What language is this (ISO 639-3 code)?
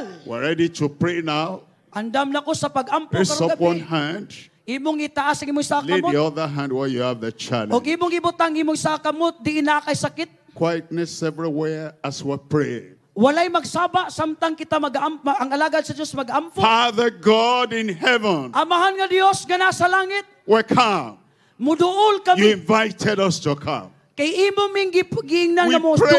ceb